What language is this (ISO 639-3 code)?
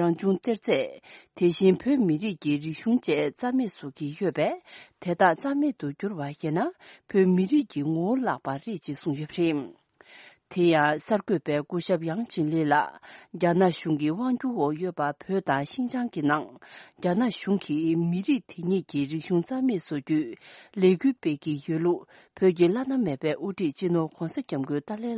bod